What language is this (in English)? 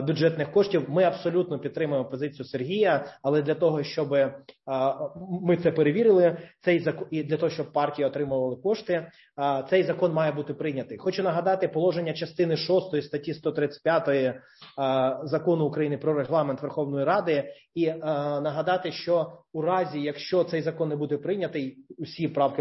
Ukrainian